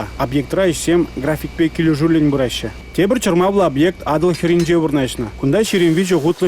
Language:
Chuvash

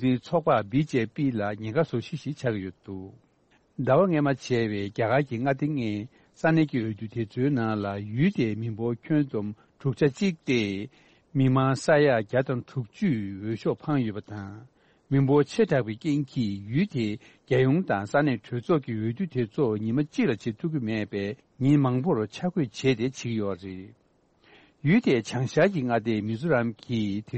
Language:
Tibetan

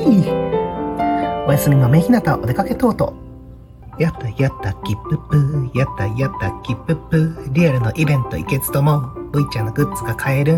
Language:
Japanese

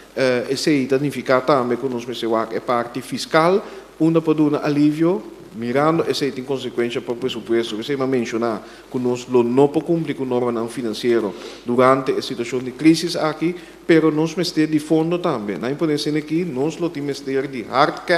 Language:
Papiamento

